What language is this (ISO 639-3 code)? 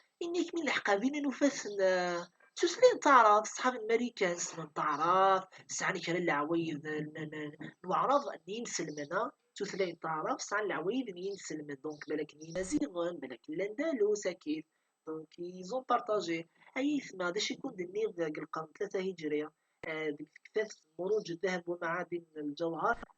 kab